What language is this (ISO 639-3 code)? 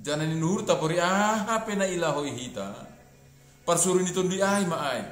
bts